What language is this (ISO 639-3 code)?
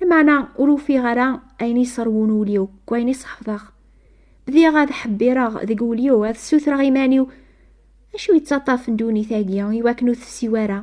kab